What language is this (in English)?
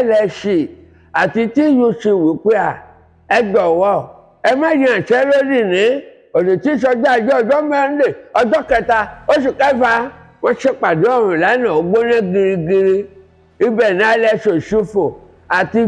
Yoruba